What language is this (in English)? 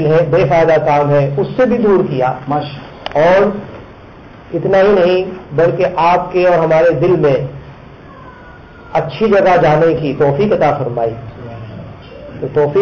Urdu